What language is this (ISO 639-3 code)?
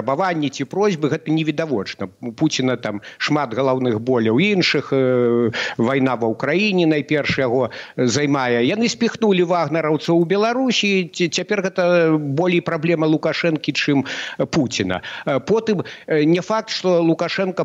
bel